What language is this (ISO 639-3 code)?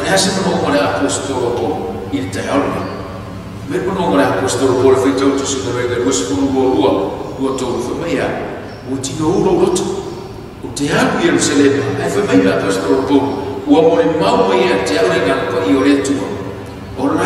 smo